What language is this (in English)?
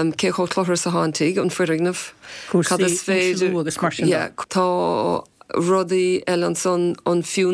Irish